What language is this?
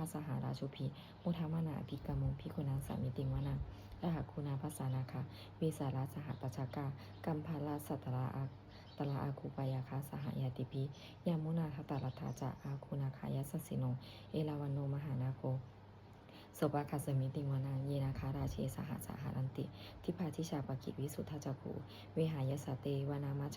Pali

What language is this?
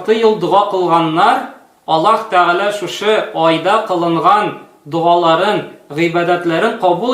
Tatar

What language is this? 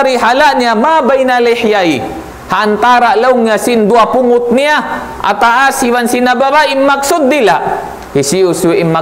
Tausug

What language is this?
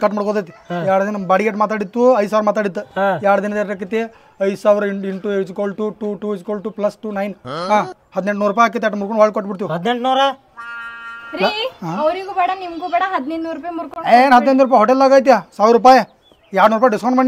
Kannada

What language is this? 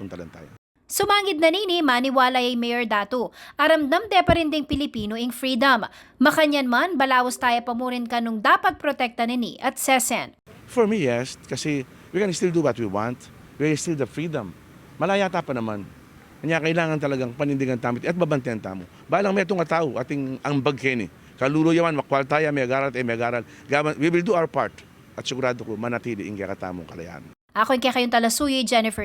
Pampanga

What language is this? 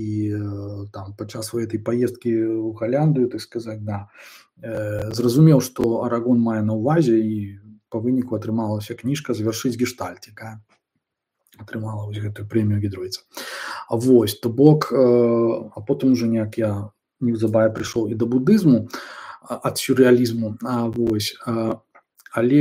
Belarusian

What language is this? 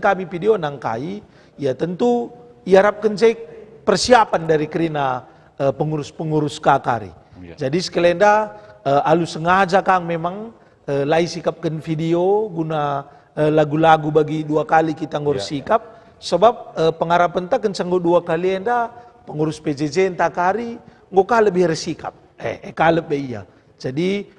Batak Karo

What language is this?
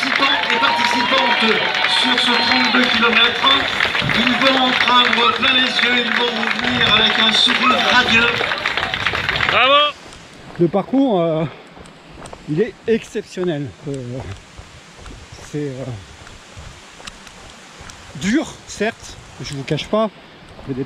French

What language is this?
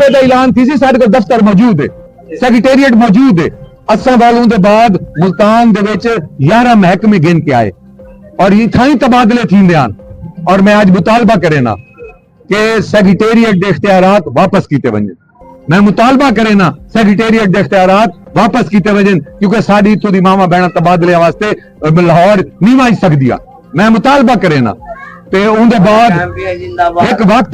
Saraiki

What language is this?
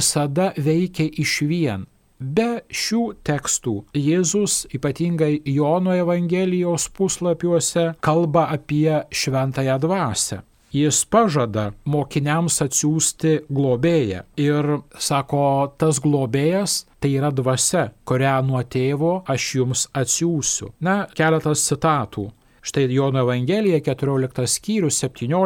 Lithuanian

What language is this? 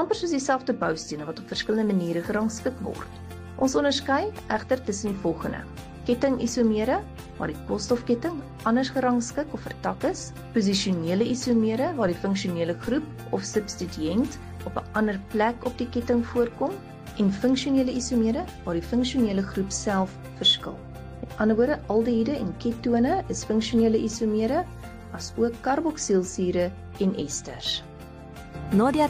Afrikaans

